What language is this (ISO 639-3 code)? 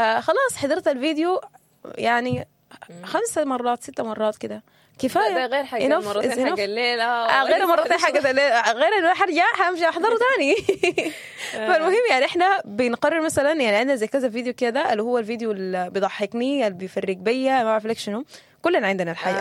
apd